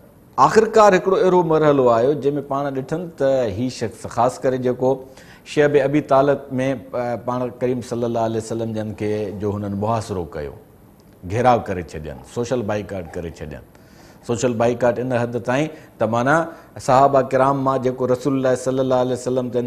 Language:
Sindhi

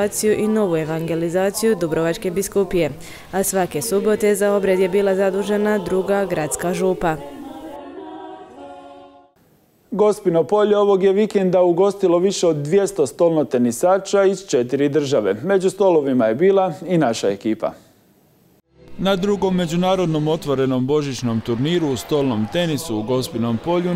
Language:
Croatian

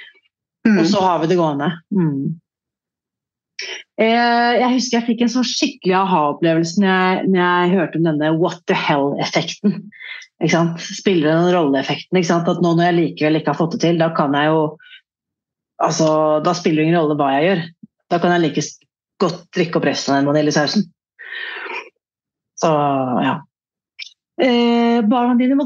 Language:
Norwegian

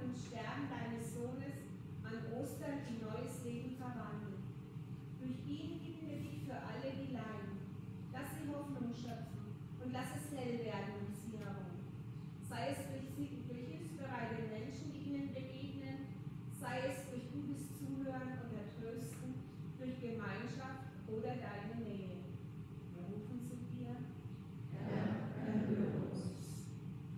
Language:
German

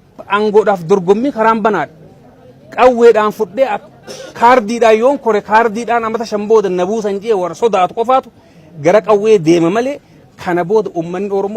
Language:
Oromo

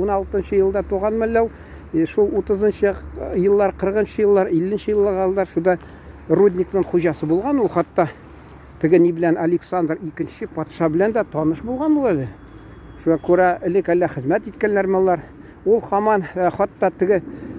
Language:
Tatar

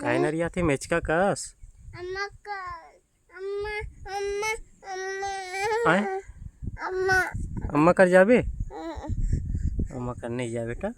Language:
Chhattisgarhi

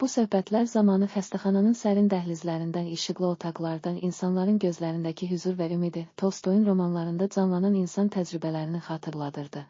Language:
Azerbaijani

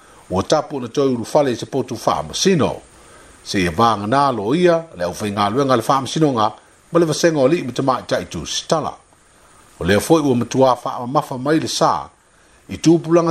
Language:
Samoan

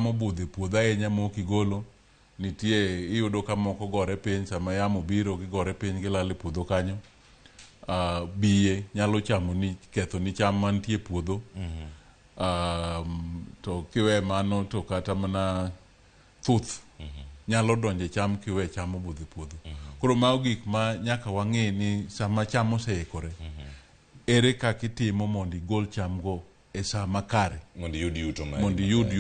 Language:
Luo (Kenya and Tanzania)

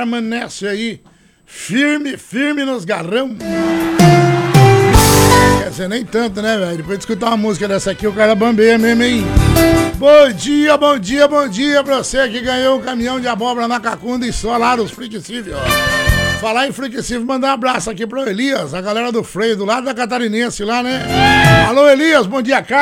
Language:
Portuguese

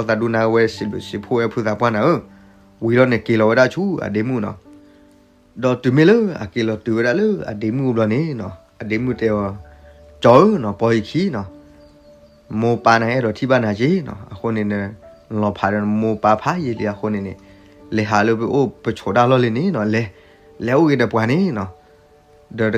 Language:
S'gaw Karen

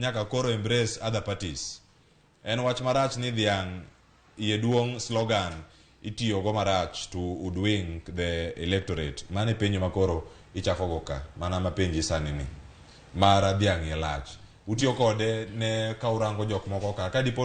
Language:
Luo (Kenya and Tanzania)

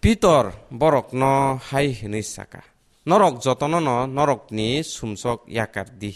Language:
Kok Borok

